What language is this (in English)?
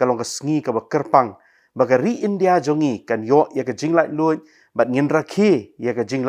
Khasi